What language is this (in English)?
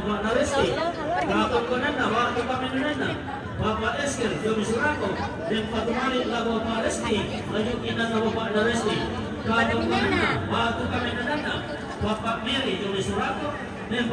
Toraja-Sa'dan